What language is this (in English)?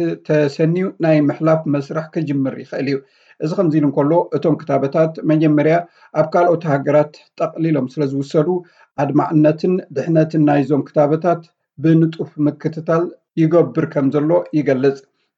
Tigrinya